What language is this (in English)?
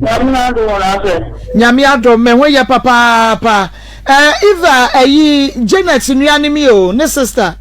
Akan